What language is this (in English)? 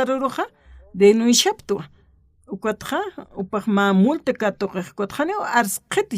Aymara